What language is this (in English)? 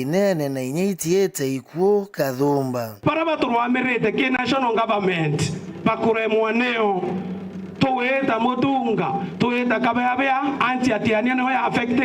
Meru